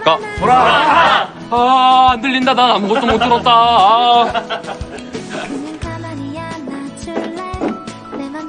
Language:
Korean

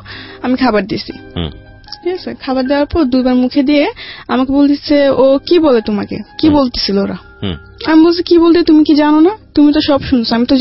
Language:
Bangla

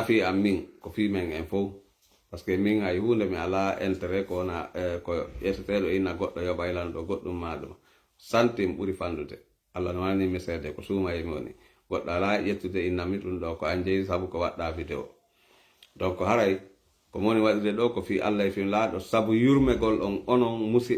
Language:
Fula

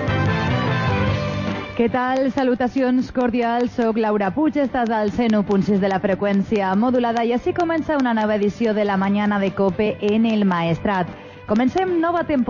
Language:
Catalan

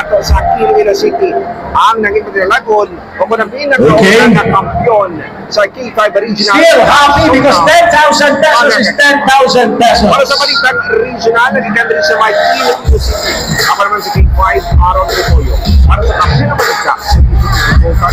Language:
Hiligaynon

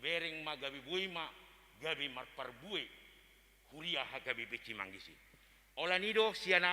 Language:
Batak Toba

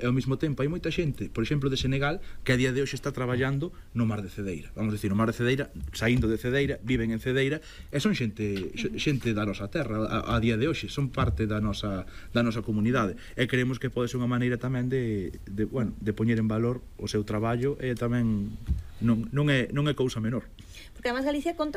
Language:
Galician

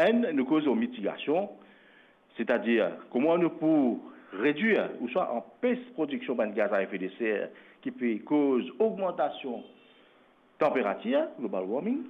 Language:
Morisyen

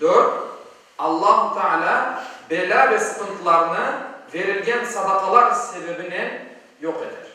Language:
Crimean Tatar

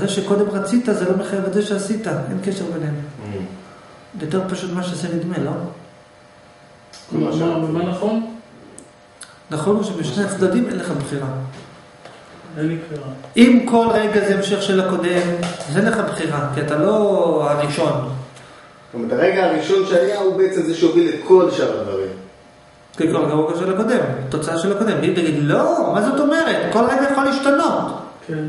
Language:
Hebrew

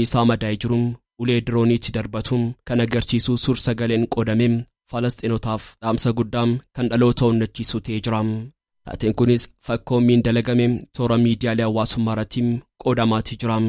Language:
Oromo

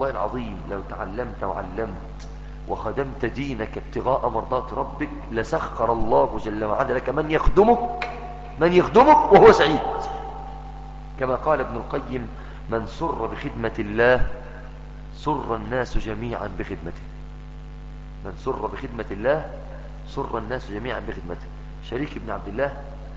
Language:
Arabic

